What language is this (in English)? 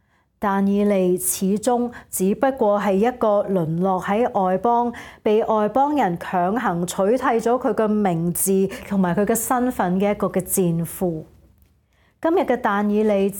Cantonese